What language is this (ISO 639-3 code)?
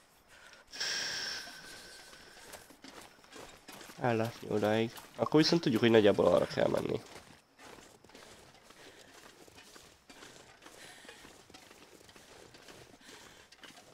hun